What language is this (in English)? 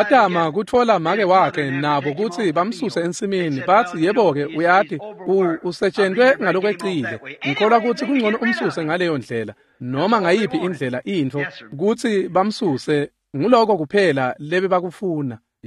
Swati